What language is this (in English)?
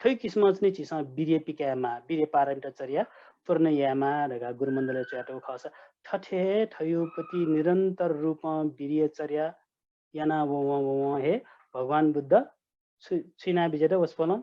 Newari